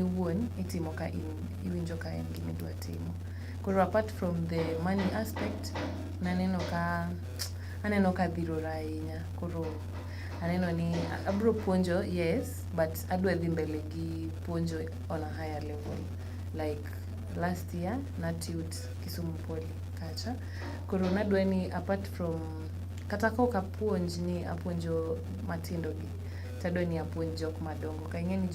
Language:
Luo (Kenya and Tanzania)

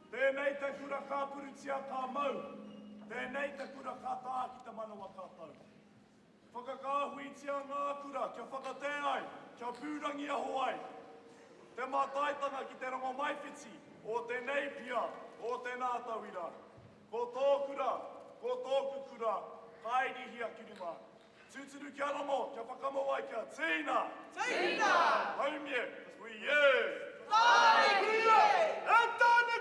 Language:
Māori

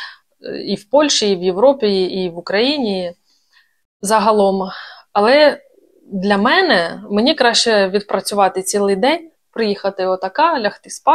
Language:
Ukrainian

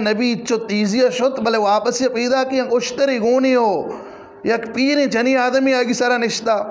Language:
Eastern Balochi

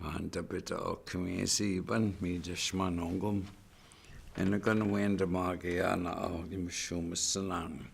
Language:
Chippewa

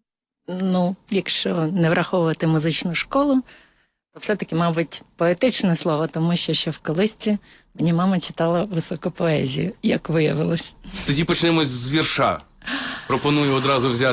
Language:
Ukrainian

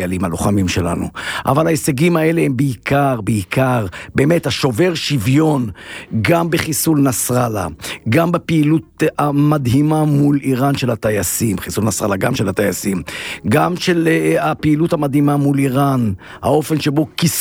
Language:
Hebrew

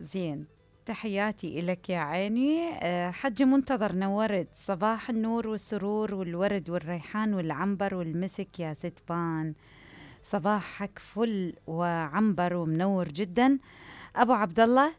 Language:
Mesopotamian Arabic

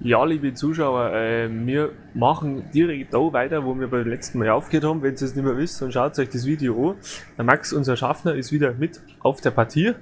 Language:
Bavarian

